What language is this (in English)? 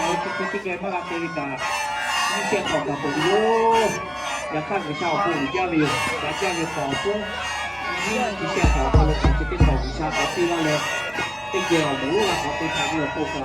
Lahu